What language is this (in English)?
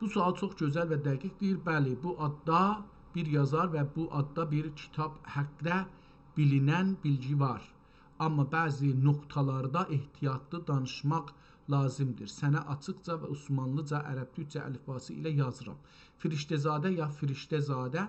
South Azerbaijani